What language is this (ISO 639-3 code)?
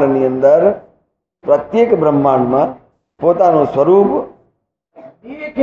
guj